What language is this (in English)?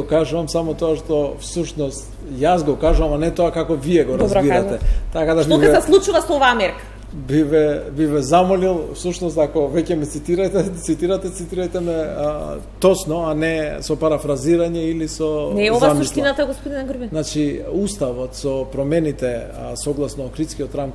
Macedonian